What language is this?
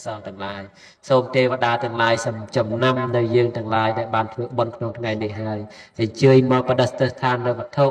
Khmer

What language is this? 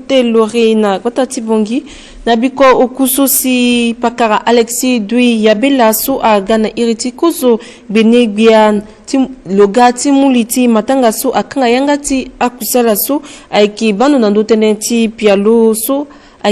Sango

